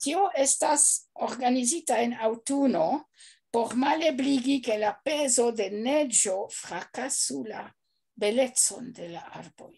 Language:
Esperanto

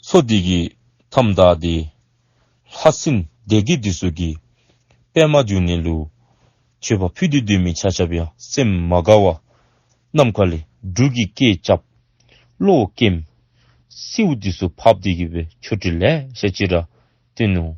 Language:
Dzongkha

